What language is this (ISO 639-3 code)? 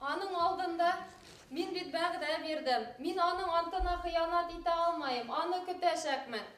bak